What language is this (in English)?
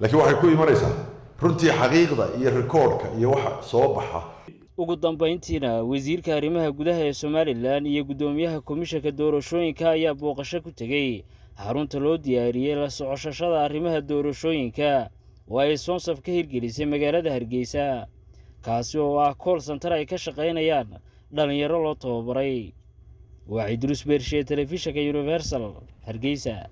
Somali